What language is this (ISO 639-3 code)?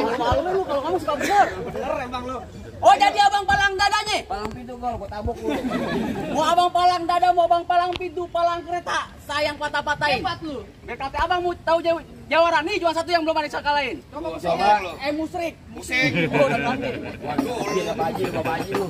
bew